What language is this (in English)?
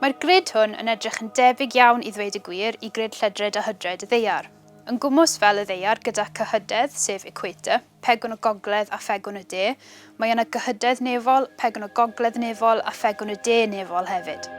Welsh